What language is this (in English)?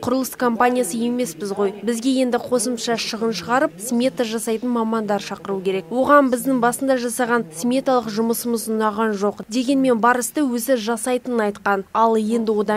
Kazakh